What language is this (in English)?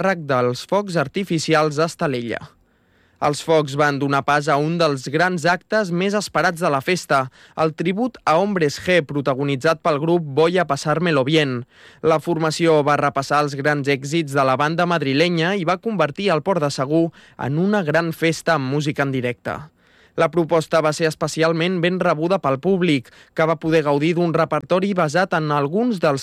Catalan